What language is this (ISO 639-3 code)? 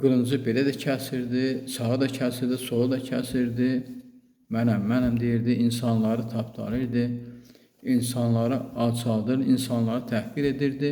aze